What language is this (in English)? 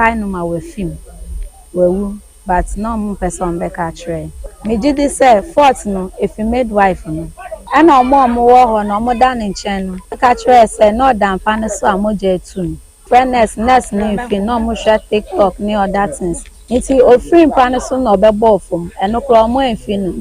Akan